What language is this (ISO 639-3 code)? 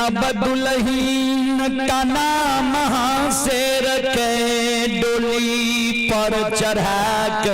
mai